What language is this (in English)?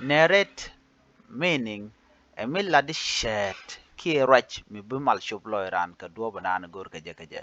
Nuer